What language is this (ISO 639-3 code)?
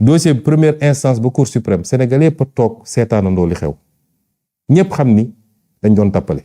wol